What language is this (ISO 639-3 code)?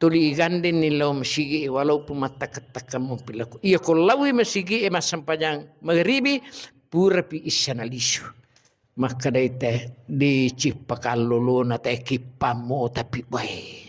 bug